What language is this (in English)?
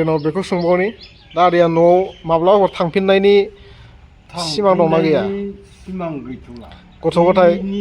Bodo